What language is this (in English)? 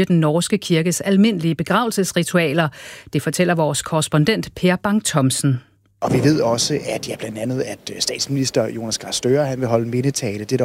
Danish